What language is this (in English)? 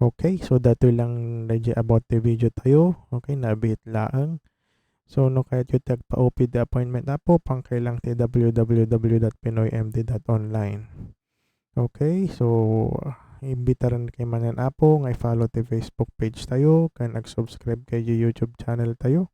Iloko